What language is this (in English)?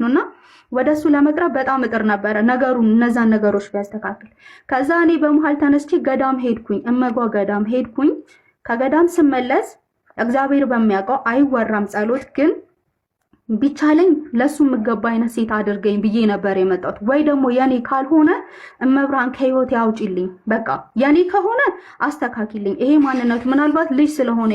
Amharic